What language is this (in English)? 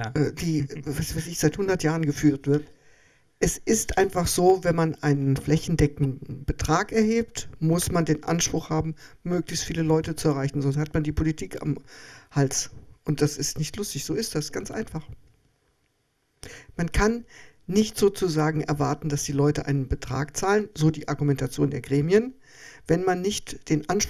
German